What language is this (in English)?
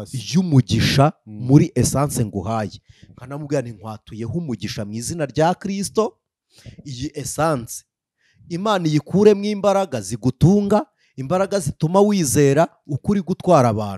Kinyarwanda